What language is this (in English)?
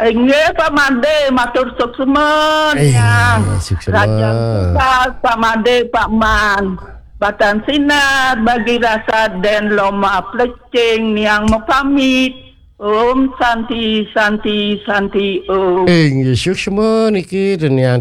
Balinese